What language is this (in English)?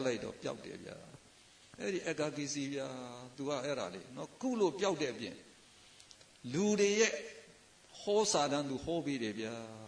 Burmese